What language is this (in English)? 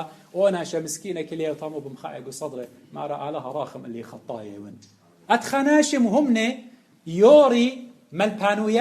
Assyrian Neo-Aramaic